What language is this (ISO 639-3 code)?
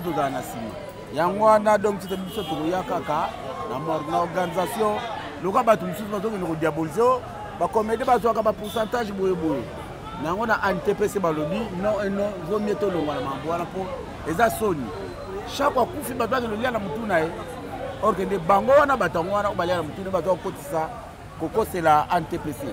lin